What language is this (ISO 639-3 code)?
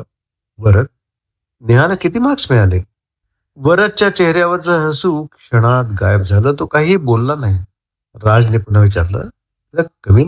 mar